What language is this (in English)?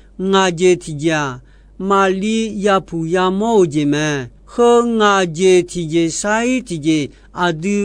Akha